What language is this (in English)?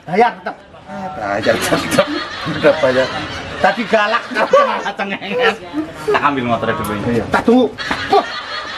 Betawi